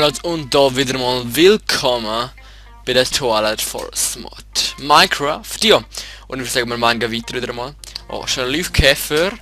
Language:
Swiss German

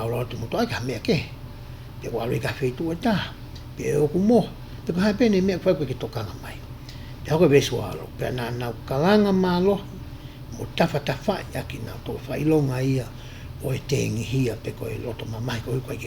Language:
Tongan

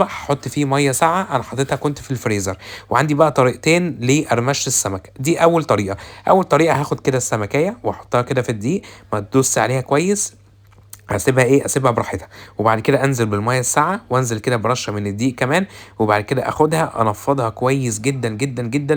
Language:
Egyptian Arabic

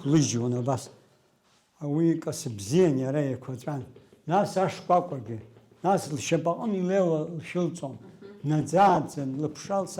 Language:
Abkhazian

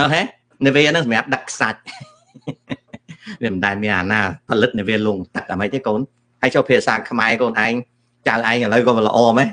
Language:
Khmer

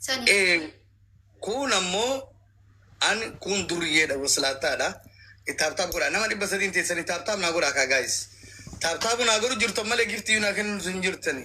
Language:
Oromo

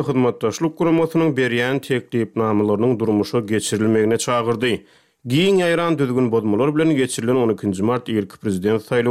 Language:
Turkmen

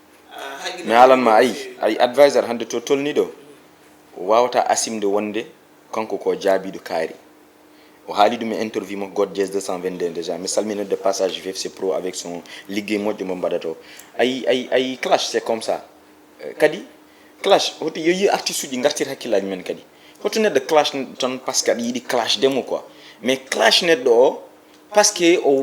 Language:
Fula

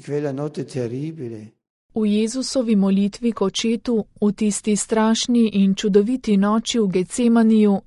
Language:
Slovenian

